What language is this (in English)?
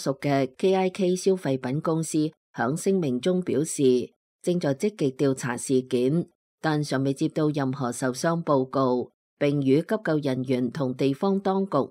Cantonese